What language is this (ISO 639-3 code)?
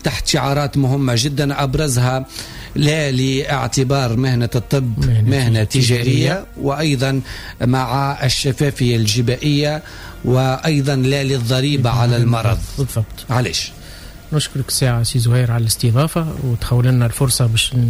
aeb